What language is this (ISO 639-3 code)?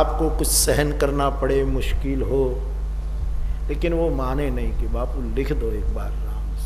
hin